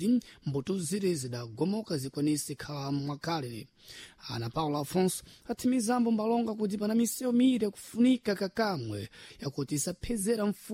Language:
Sena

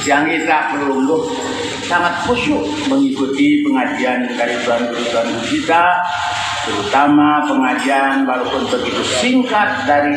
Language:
Sasak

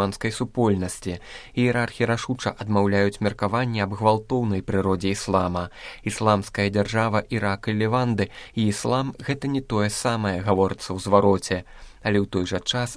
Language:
Belarusian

